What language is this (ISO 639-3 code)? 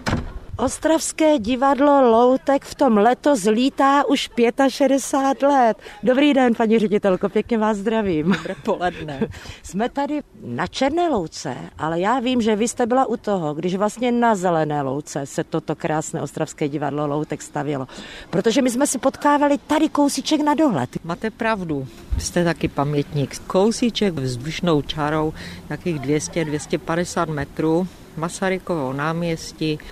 ces